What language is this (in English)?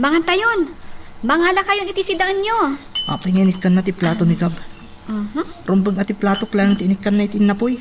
Iloko